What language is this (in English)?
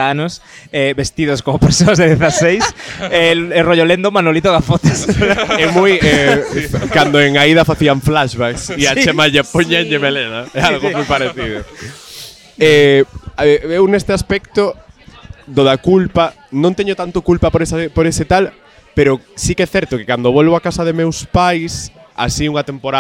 Galician